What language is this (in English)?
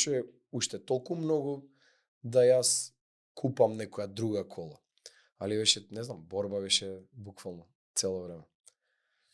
Macedonian